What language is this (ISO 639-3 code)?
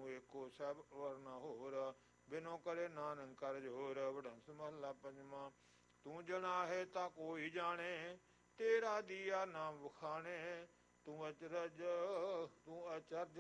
pan